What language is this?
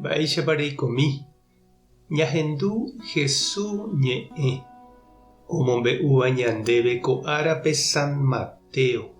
Guarani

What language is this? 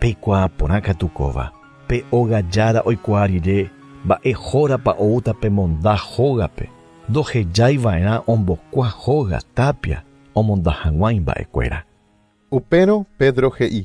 Guarani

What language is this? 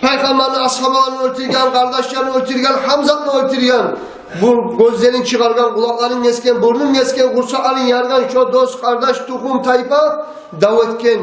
Kumyk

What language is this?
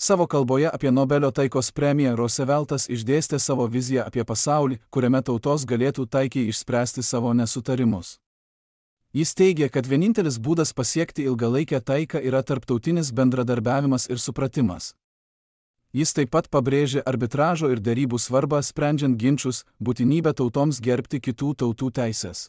Lithuanian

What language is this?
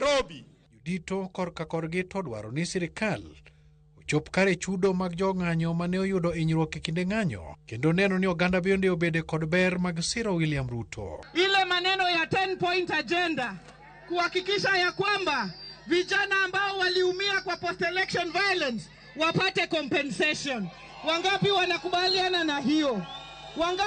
Luo (Kenya and Tanzania)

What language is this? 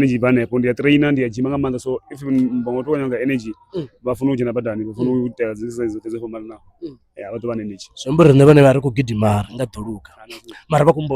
Venda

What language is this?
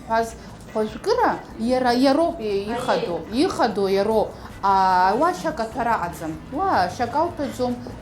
Abkhazian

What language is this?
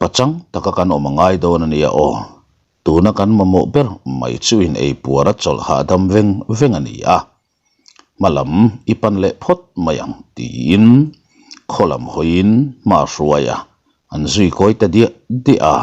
Mizo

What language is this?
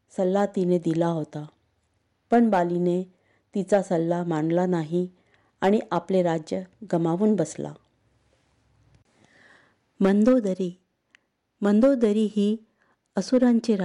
Marathi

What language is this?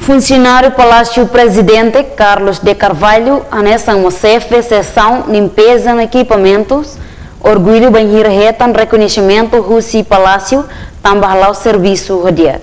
Tetum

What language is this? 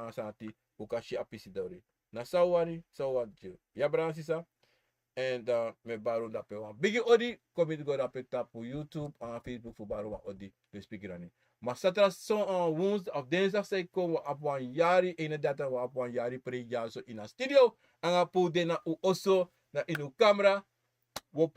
Sranan Tongo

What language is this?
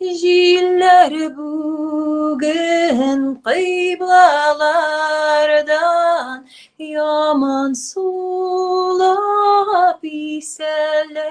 Tatar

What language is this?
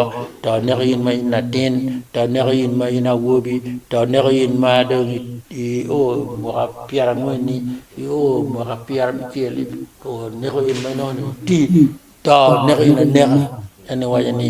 Acoli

